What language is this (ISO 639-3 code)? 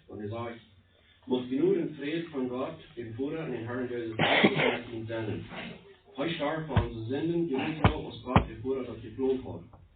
pdt